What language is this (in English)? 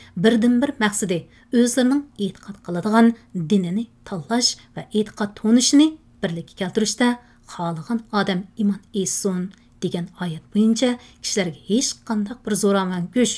Uyghur